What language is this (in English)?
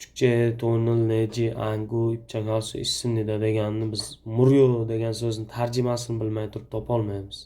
Uzbek